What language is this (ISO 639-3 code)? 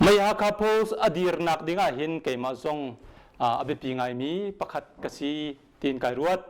cnh